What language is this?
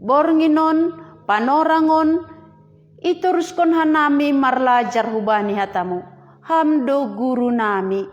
Batak Simalungun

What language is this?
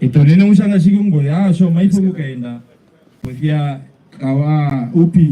Herero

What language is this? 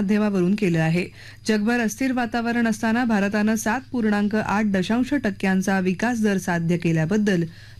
Marathi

